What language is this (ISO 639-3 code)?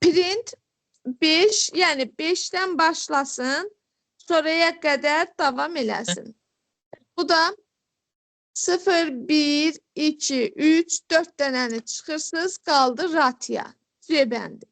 aze